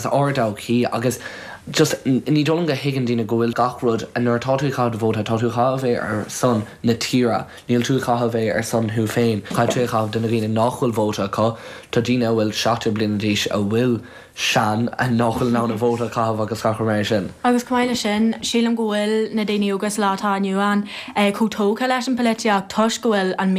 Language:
Irish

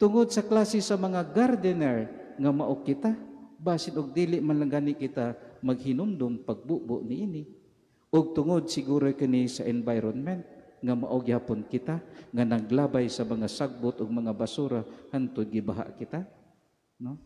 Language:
Cebuano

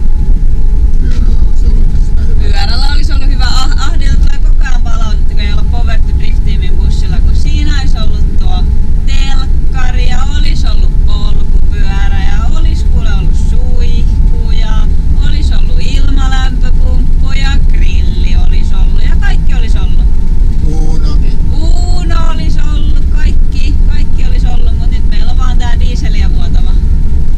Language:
Finnish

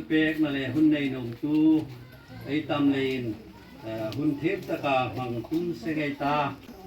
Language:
Hmar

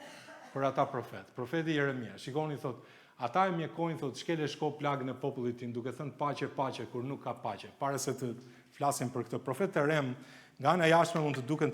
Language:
Albanian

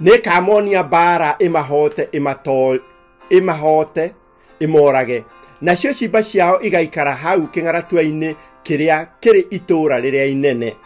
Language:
Kikuyu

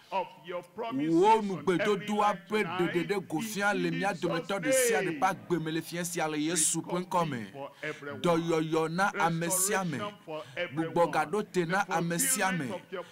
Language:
Ewe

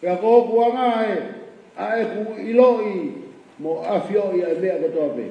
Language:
Tongan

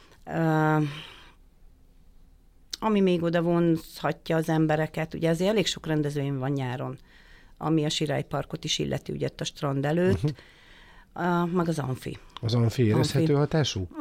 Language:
Hungarian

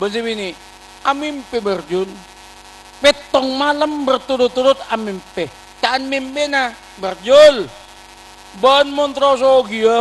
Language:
Madurese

